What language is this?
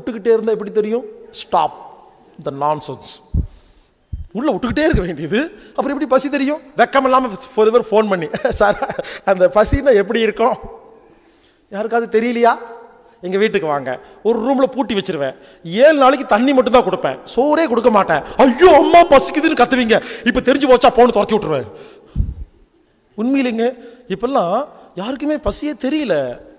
Tamil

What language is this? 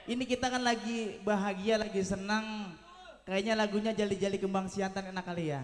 Betawi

